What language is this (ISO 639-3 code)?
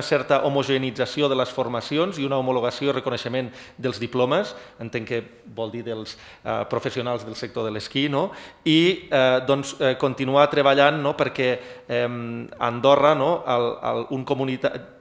cat